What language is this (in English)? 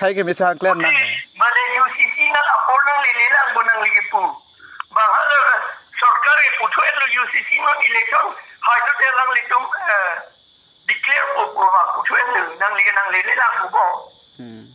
Karbi